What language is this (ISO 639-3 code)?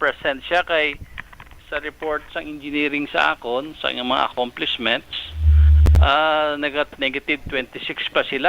hil